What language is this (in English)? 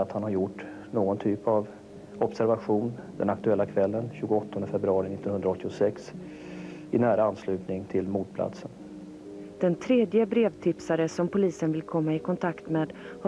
Swedish